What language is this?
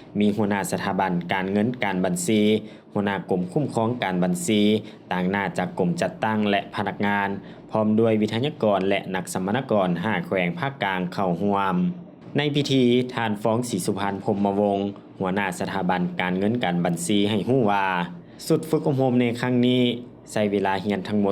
Lao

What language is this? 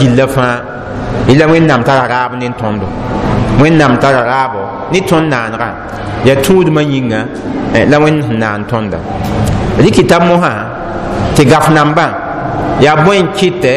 Mossi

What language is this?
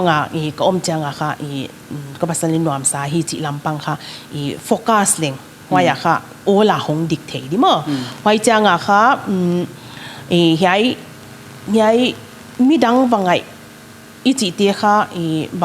Paite Chin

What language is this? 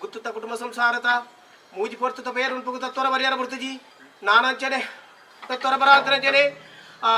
Tulu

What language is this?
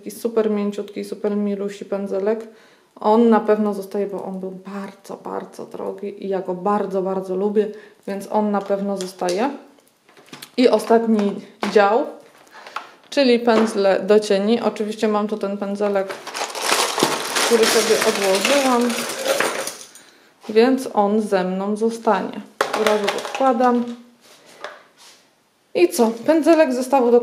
Polish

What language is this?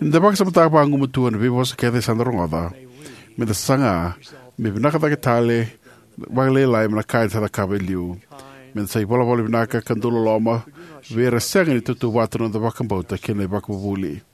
Fijian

